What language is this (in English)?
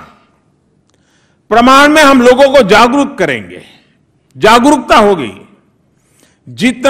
Hindi